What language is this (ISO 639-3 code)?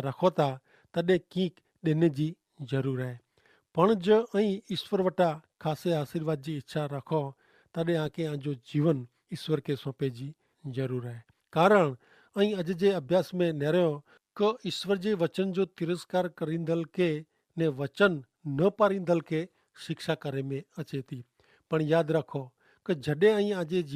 kfr